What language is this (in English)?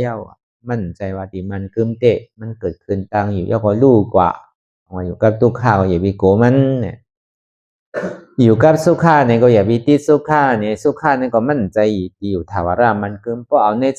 Shan